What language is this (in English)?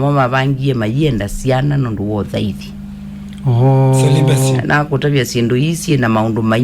Kamba